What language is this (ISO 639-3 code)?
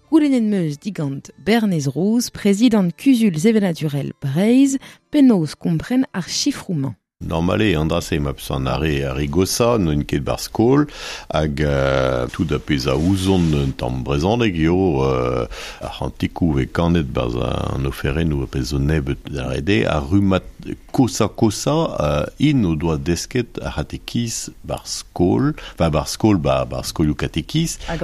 bre